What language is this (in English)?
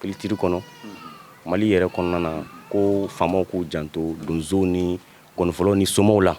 Bambara